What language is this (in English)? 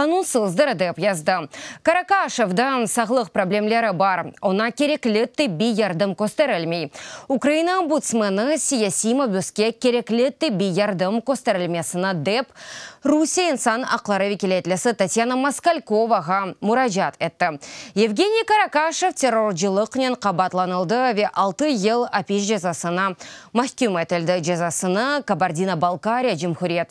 Crimean Tatar